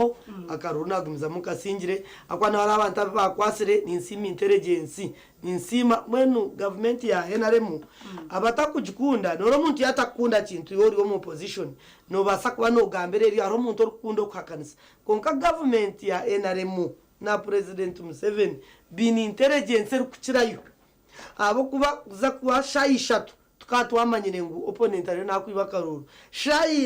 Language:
Nyankole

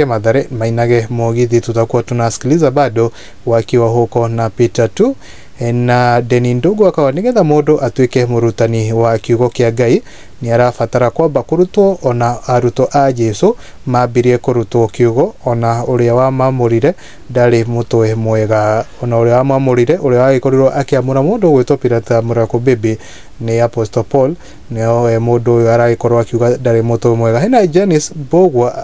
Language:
Kikuyu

